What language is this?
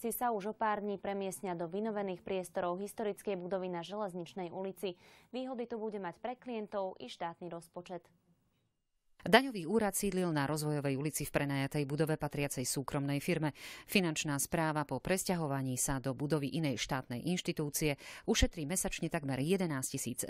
Slovak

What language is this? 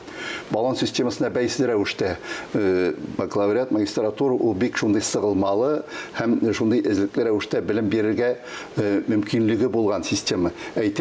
Tatar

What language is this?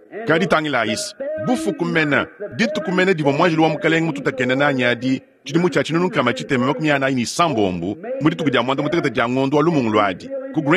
Luba-Lulua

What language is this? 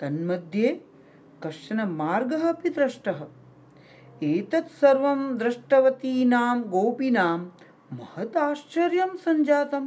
Sanskrit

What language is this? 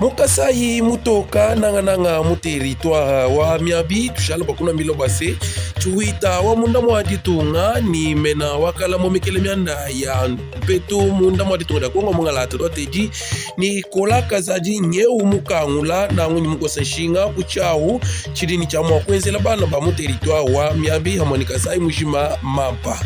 Luba-Lulua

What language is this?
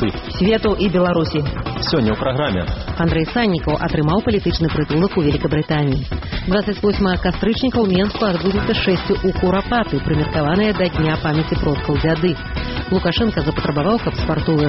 Belarusian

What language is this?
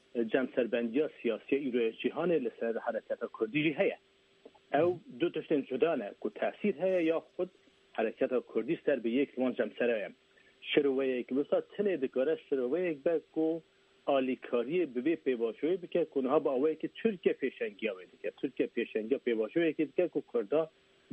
Kurdish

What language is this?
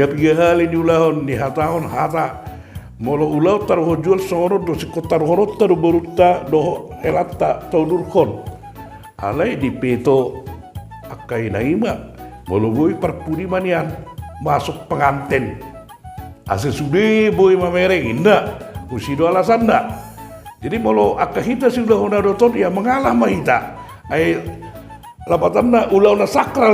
Batak Toba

